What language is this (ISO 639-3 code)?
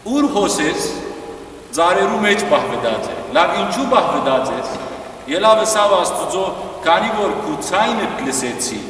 hyw